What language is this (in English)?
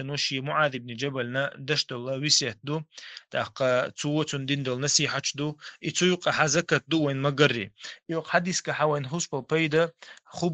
Chechen